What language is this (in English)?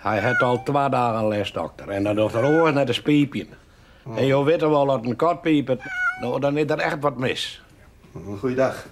Western Frisian